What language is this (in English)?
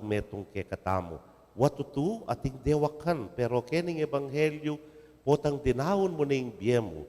Pampanga